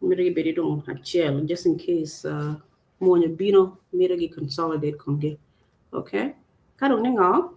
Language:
Acoli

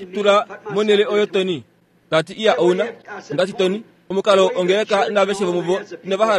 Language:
Kuanyama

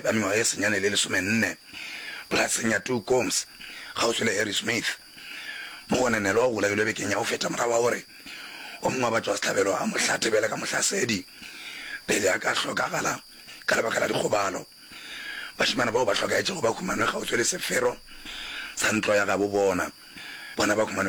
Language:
Northern Sotho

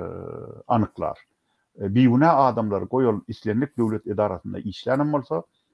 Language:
Turkmen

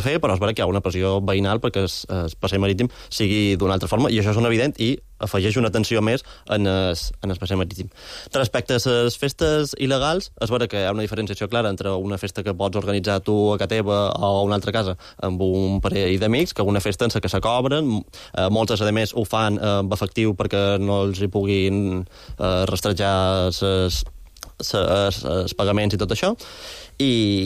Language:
Catalan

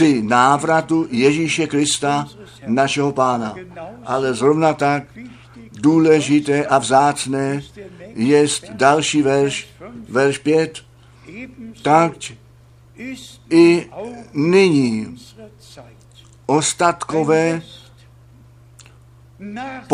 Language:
Czech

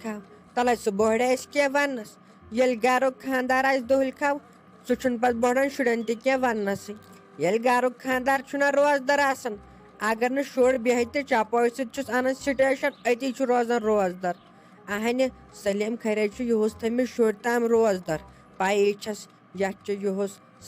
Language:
Kashmiri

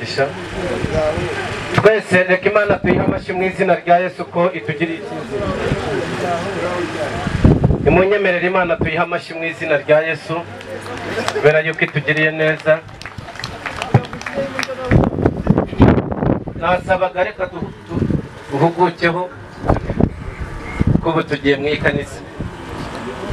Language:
Kinyarwanda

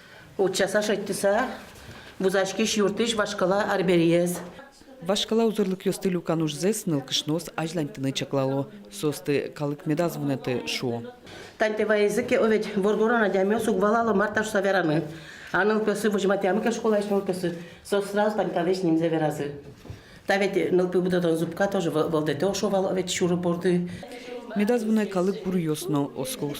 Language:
Udmurt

